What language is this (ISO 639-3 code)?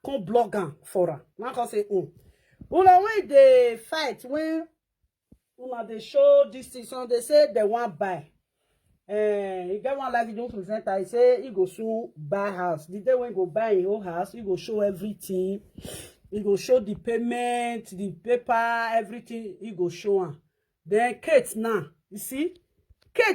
pcm